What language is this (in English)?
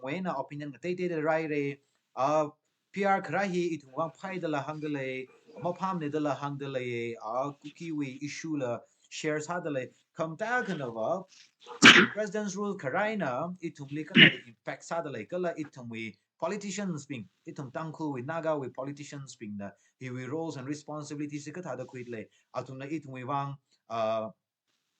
Tangkhul Naga (India)